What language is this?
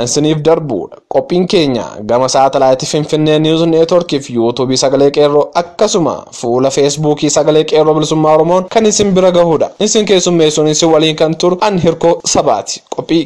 Oromo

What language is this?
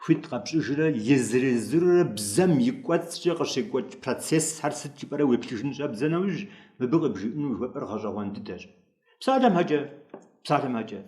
Kabardian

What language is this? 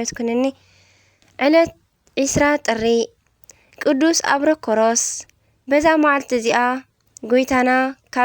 Tigrinya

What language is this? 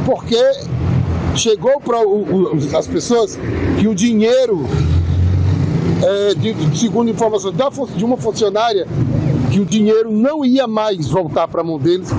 Portuguese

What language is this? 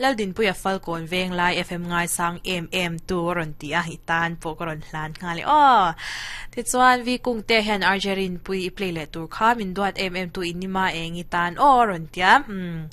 Mizo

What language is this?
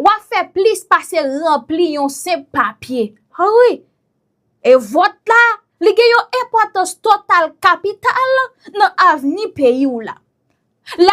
Haitian Creole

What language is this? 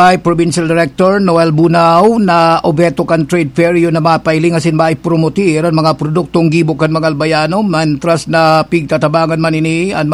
Bikol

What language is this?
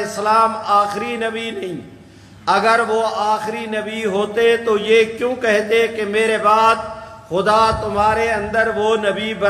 Urdu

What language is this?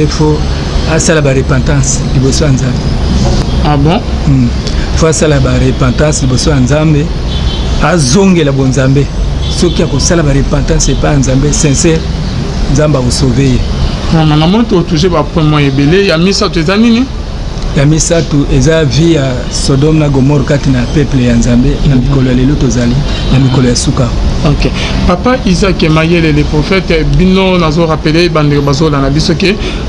Lingala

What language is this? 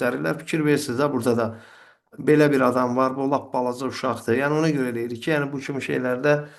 Azerbaijani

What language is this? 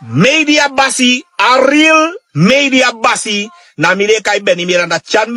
Sranan Tongo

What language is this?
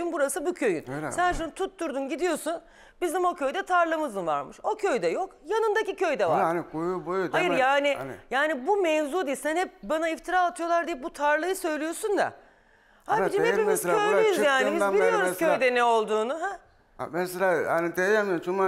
Turkish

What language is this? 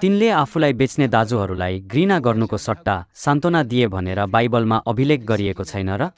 Nepali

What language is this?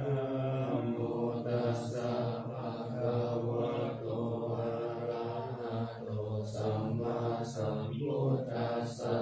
Pali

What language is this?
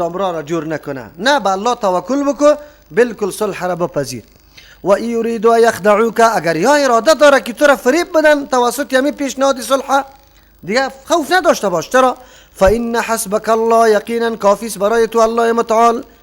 Persian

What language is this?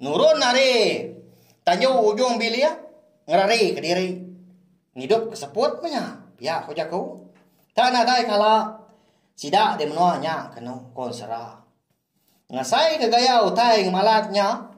Iban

